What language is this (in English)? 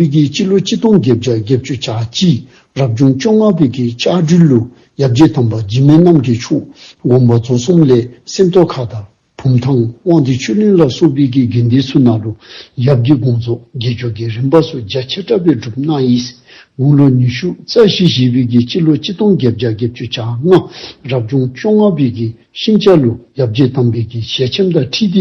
Dzongkha